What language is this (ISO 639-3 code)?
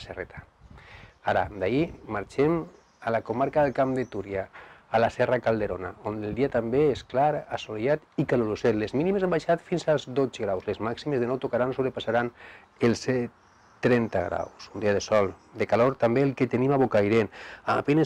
cat